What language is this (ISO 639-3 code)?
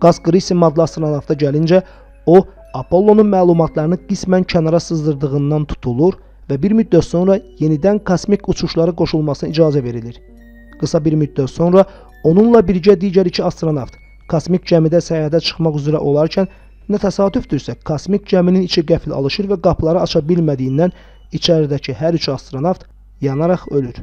aze